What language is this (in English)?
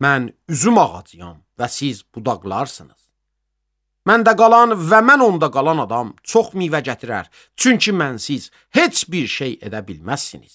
Azerbaijani